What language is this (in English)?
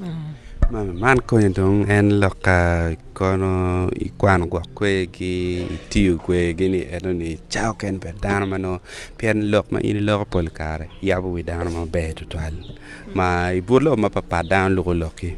Acoli